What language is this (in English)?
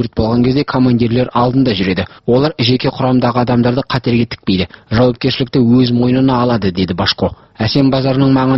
Kazakh